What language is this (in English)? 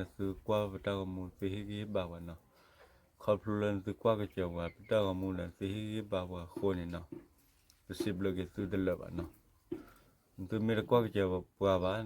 S'gaw Karen